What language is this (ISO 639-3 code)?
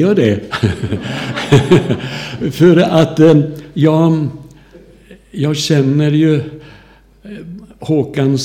swe